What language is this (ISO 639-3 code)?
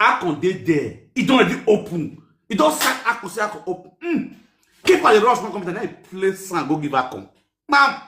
pcm